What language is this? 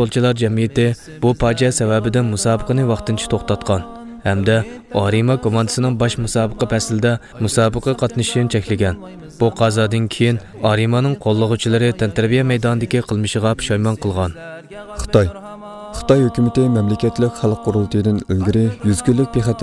Uyghur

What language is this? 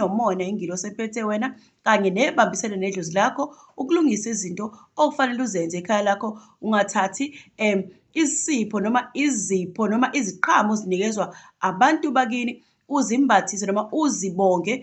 Zulu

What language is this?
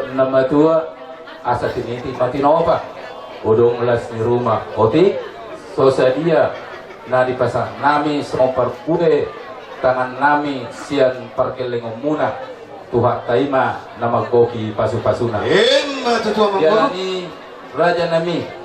Batak Toba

